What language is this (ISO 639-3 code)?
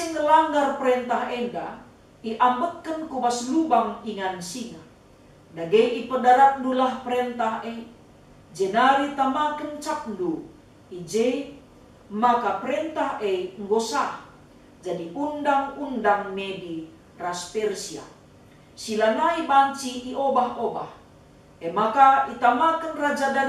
btx